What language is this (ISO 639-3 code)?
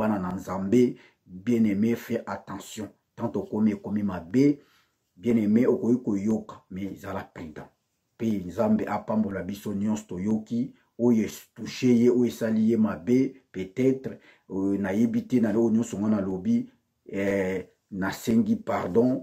lin